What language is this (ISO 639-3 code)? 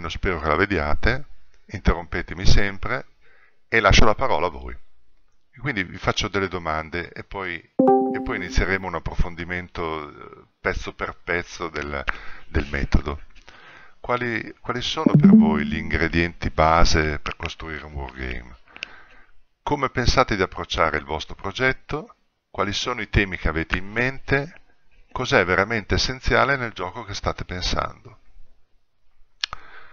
ita